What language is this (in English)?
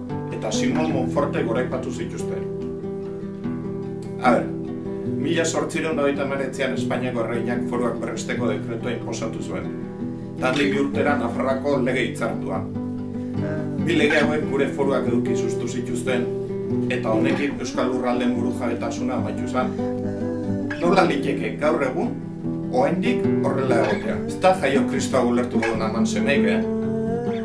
Basque